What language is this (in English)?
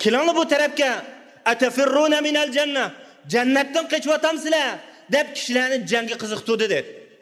Uyghur